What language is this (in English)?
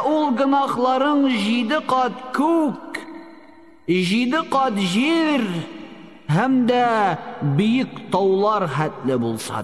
Tatar